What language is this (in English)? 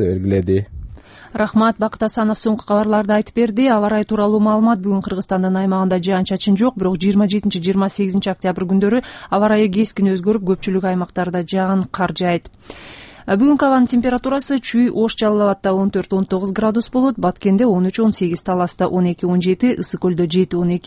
Kyrgyz